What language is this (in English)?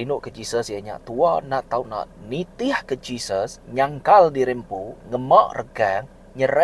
Iban